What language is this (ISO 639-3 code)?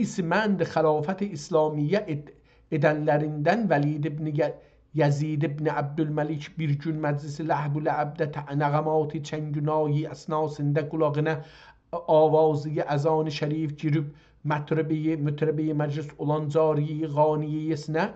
azb